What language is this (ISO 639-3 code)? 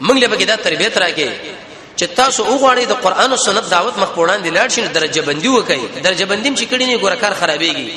pus